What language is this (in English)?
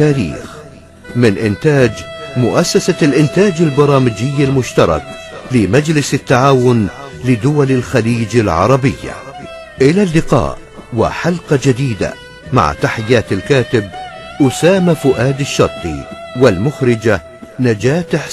Arabic